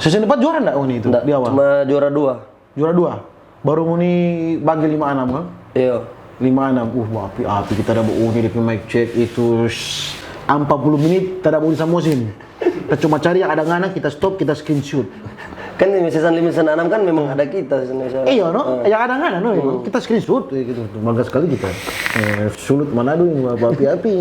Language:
Manado Malay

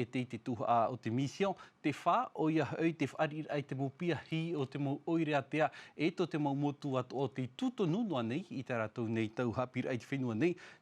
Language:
Tahitian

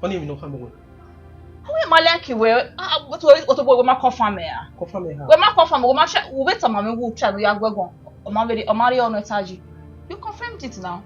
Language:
Bini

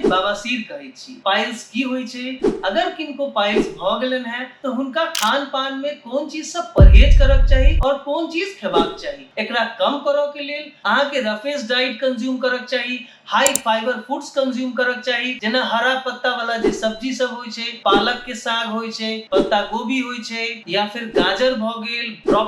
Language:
Maithili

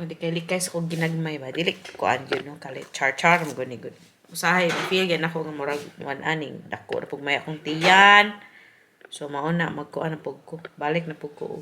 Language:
Cebuano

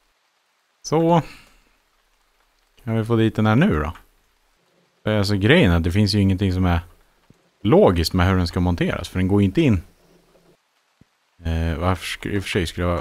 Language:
Swedish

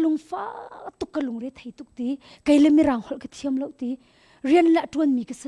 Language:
Hakha Chin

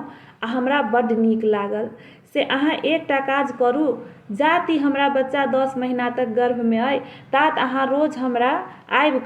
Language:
Maithili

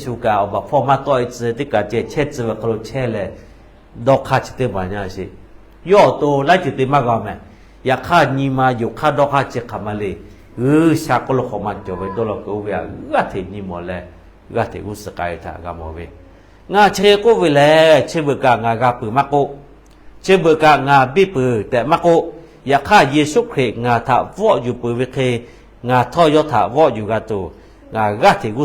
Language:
Lahu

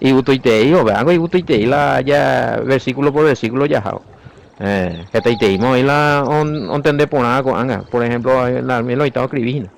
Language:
Guarani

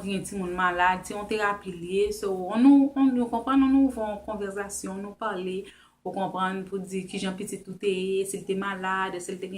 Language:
Haitian Creole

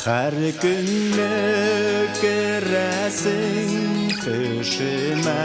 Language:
Bashkir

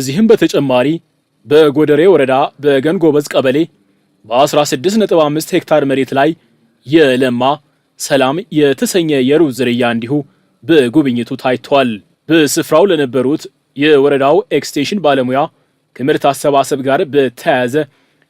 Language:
Amharic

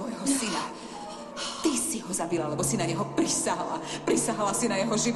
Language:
Slovak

